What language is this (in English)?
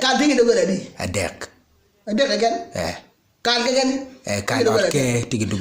Acoli